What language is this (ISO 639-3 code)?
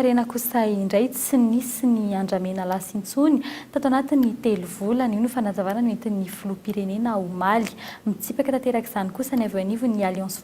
mlg